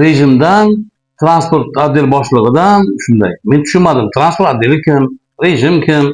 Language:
Uzbek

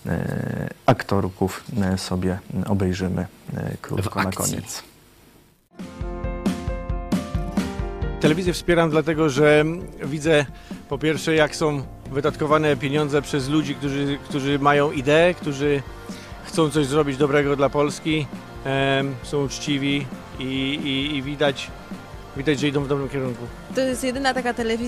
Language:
Polish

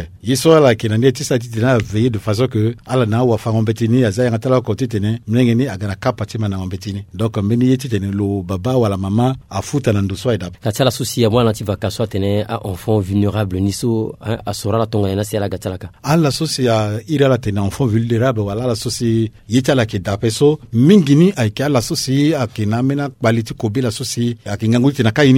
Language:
Sango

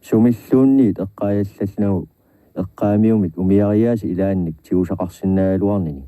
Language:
Kalaallisut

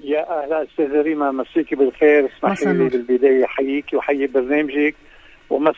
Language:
North Levantine Arabic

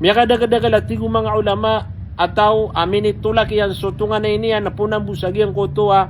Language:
Maranao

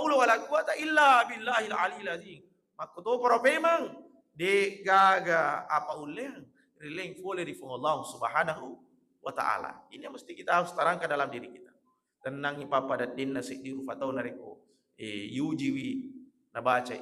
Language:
Buginese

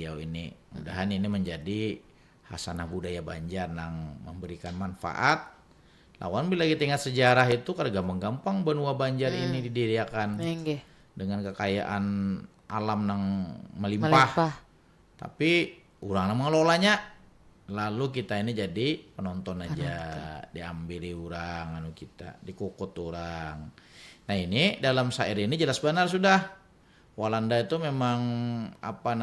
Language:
Banjar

